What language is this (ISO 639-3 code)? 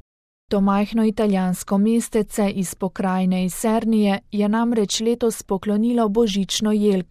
slv